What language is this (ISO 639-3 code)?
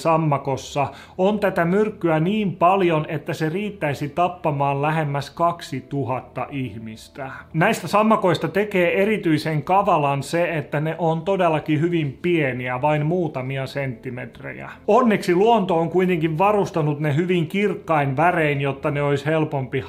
fin